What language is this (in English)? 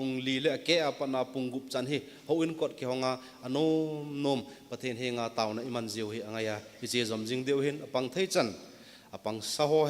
Thado Chin